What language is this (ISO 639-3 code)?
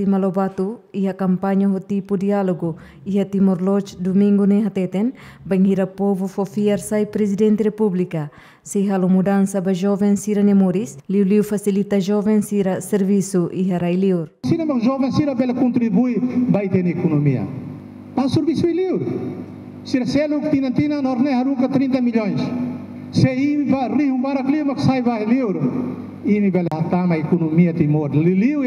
tet